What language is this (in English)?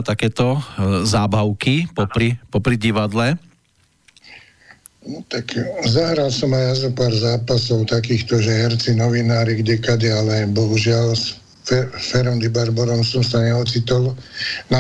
Slovak